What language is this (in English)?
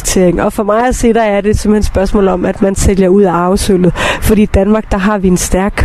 Danish